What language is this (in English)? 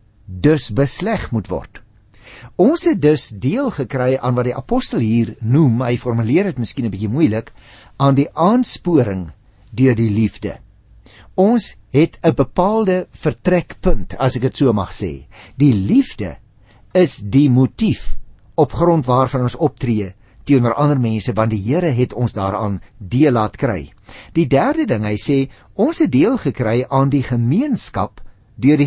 Afrikaans